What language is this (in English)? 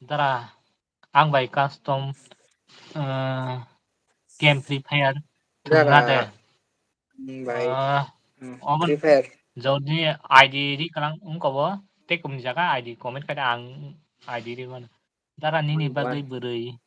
Kok Borok